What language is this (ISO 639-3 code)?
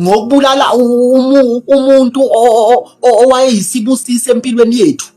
zul